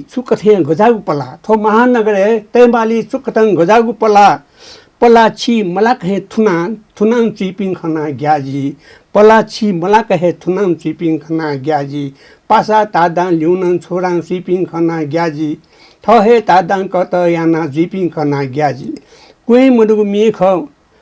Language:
Newari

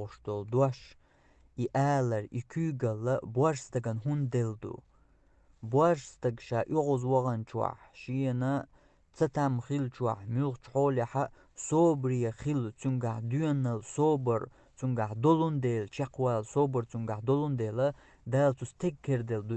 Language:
Chechen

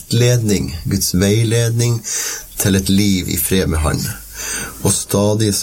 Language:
Norwegian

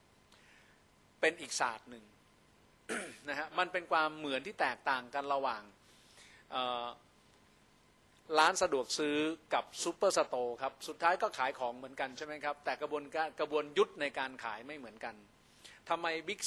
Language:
Thai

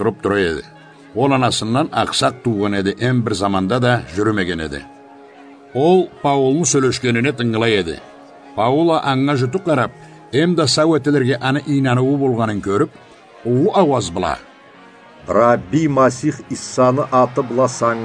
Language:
Karachay-Balkar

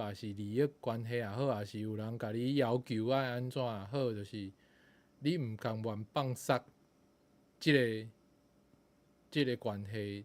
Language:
Min Nan Chinese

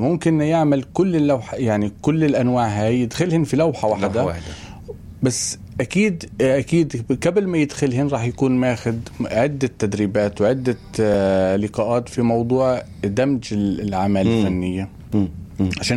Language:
North Levantine Arabic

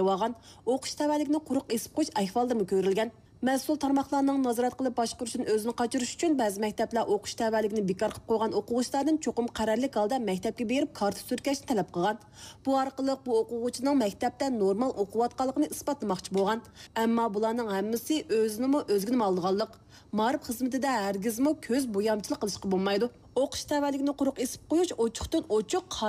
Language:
Uyghur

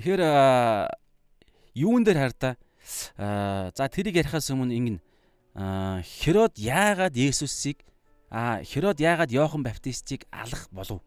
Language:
Mongolian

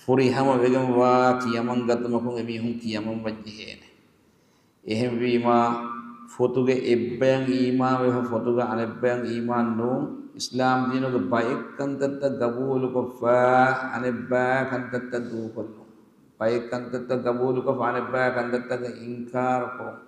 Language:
Divehi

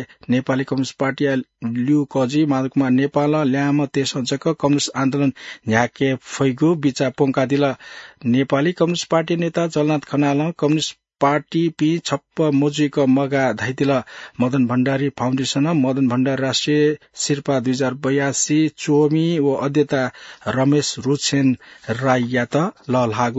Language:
Newari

